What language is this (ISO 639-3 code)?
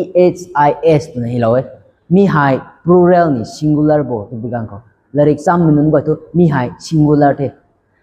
nbu